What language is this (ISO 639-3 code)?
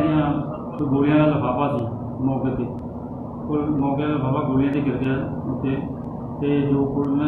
pan